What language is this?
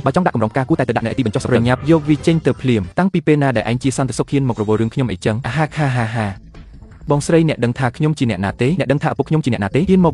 Khmer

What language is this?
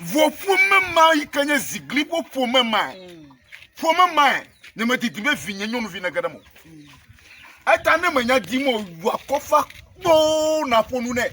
Ewe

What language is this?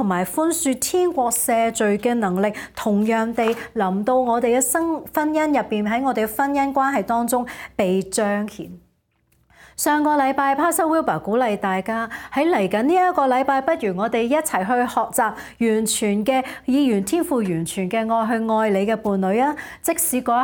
Cantonese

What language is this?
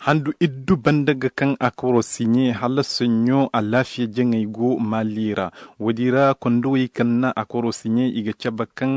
Koyraboro Senni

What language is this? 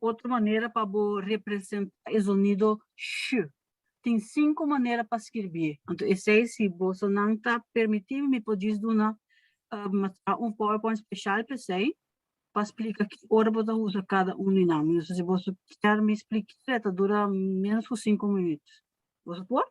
Papiamento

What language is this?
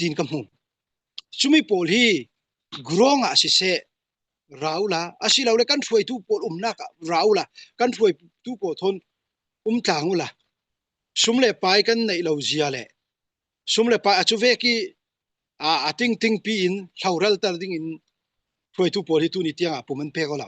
Falam Chin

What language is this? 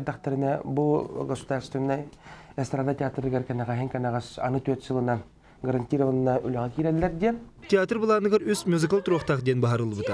Yakut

